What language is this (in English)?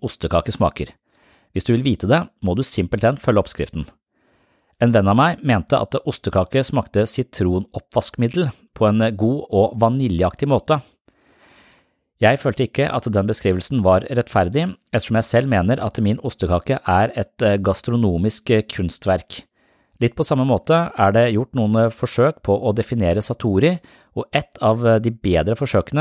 Norwegian